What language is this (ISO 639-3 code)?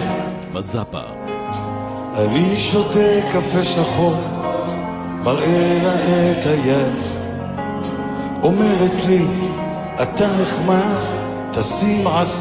heb